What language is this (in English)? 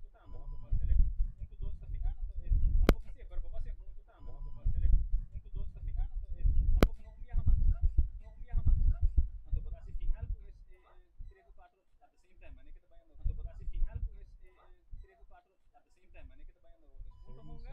Papiamento